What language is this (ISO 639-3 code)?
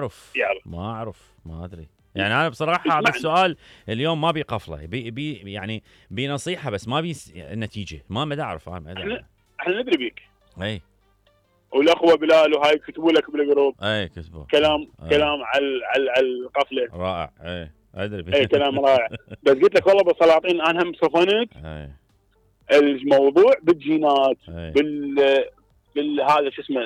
acm